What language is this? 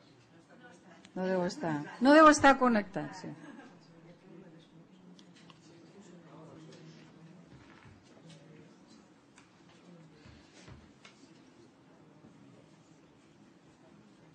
Catalan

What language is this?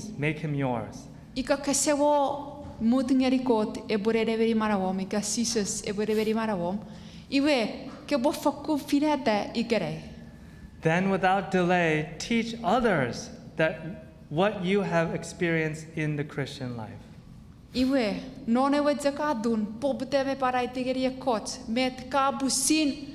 Chuukese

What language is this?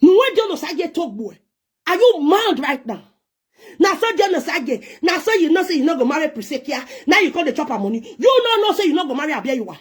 Nigerian Pidgin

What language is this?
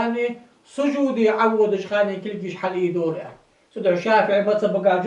Ingush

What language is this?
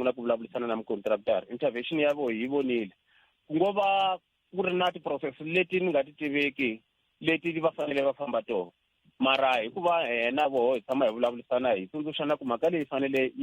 Tsonga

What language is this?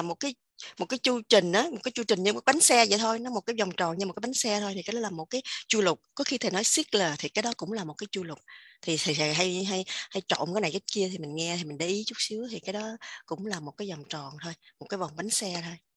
Vietnamese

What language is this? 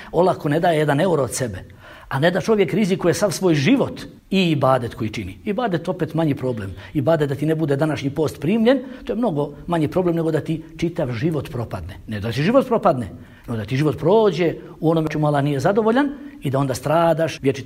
Bosnian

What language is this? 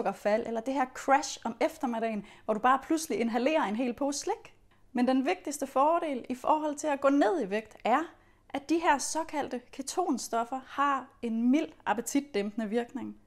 Danish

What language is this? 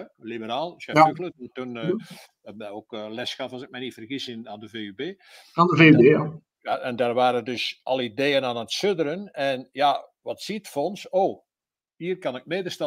Dutch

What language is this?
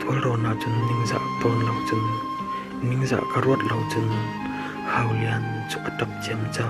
Falam Chin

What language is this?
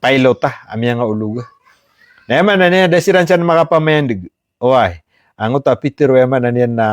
Maranao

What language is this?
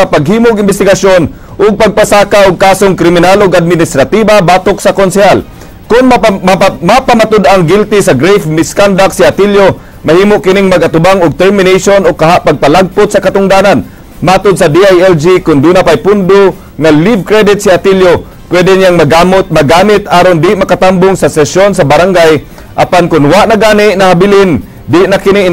Cebuano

